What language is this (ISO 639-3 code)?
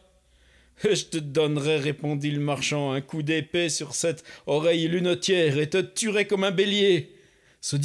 fra